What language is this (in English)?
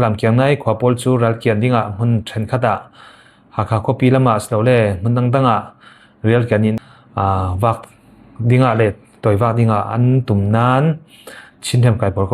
Falam Chin